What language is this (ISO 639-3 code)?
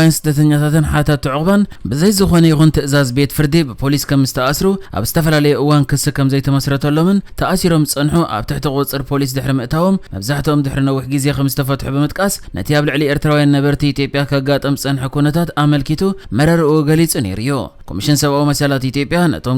tir